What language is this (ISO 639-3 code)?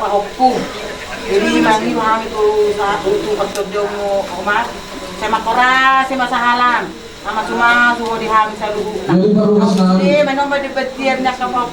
bbc